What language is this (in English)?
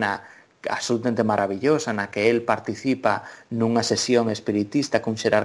Galician